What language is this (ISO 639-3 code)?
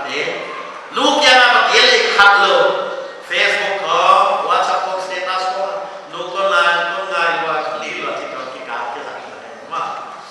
pck